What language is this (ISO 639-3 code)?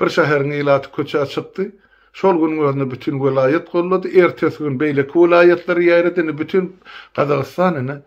tuk